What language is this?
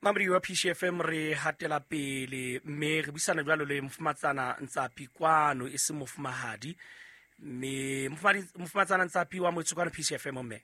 Southern Sotho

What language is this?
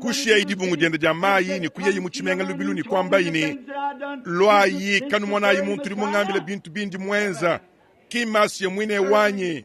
Luba-Lulua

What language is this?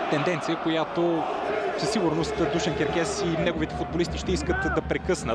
Bulgarian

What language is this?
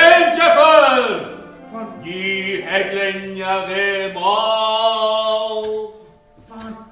Irish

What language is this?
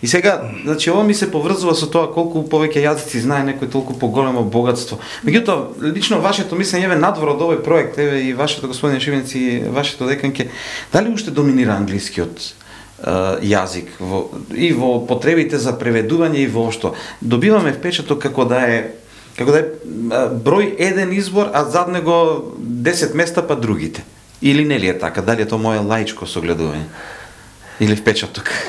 Macedonian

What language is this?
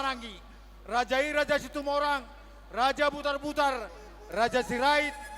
Batak Toba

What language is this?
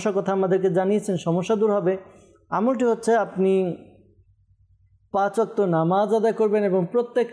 Bangla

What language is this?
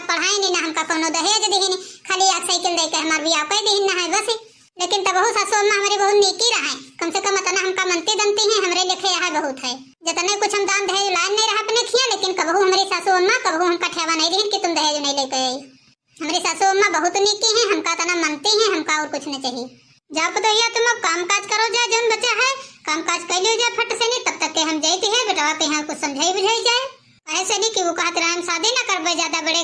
Awadhi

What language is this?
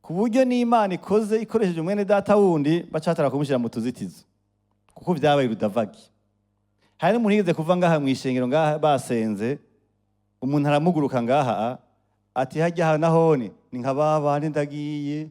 Rundi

